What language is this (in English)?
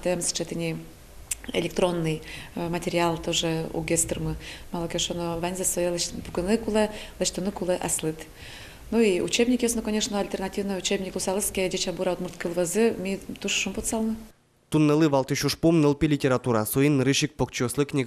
Udmurt